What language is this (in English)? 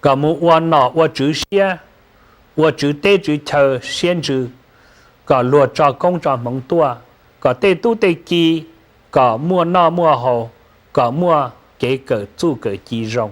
Hmong